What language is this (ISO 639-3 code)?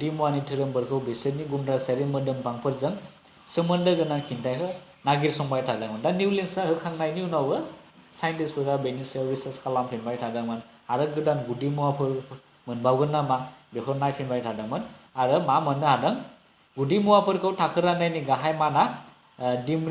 brx